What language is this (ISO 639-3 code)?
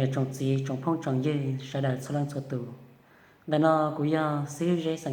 hmn